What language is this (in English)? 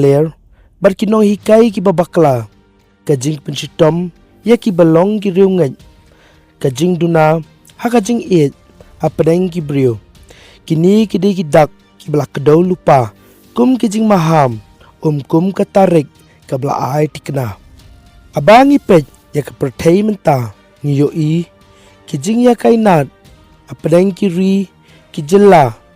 Khasi